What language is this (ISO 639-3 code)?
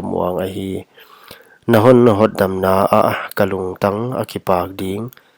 pck